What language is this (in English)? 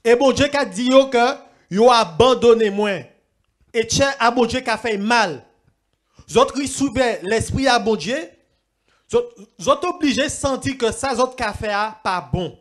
Guadeloupean Creole French